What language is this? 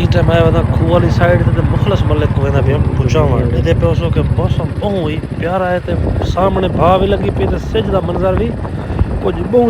Saraiki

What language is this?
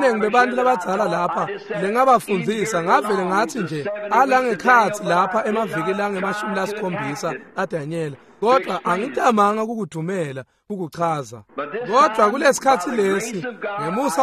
Swati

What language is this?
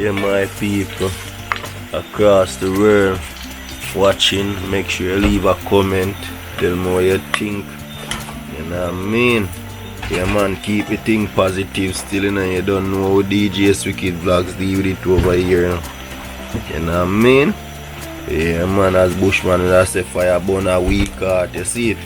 Jamaican Creole English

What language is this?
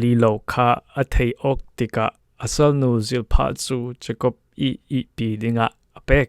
Falam Chin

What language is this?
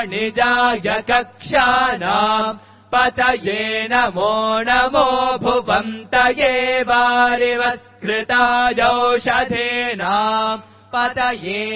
Sanskrit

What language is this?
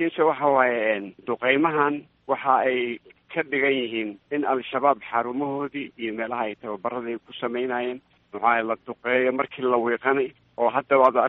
Somali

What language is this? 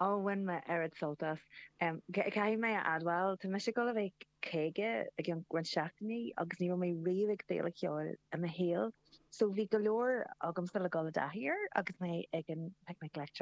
Irish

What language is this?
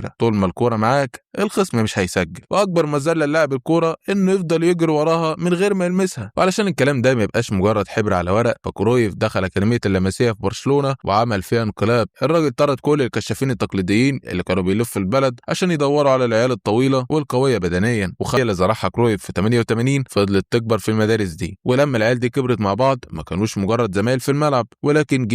Egyptian Arabic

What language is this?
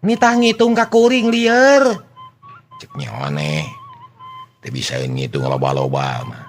Sundanese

